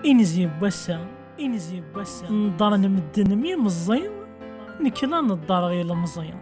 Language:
Kabyle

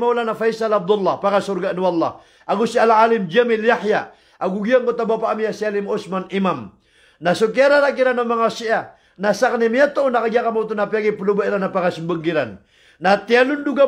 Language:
Maranao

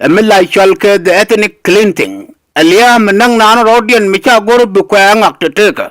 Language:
Nuer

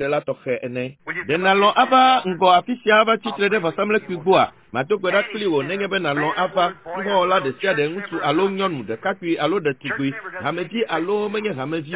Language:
Ewe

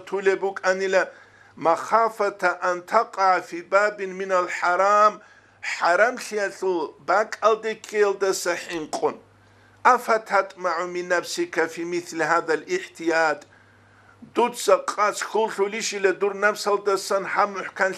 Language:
Avaric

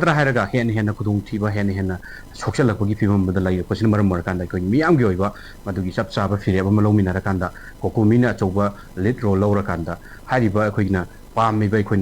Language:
Manipuri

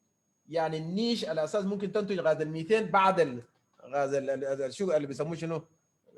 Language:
Sudanese Arabic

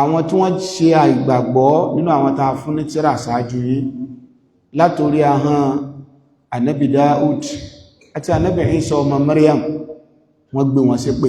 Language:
Yoruba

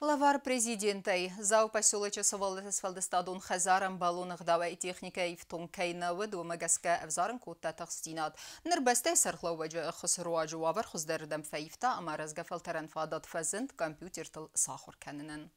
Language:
Ossetic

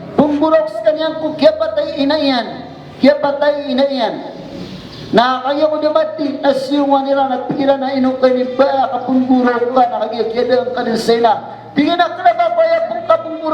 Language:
Maranao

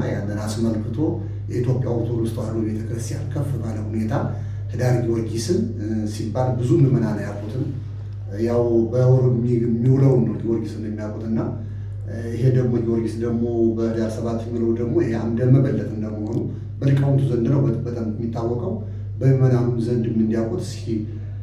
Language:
Amharic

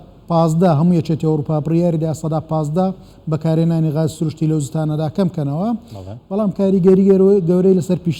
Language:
Central Kurdish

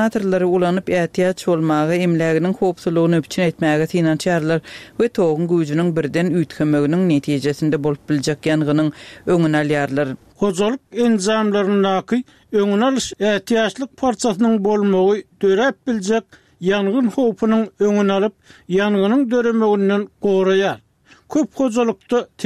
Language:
Turkmen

